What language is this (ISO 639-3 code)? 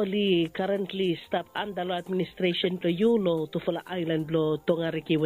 bis